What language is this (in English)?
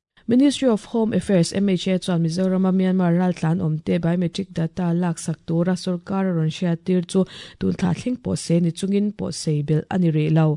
Mizo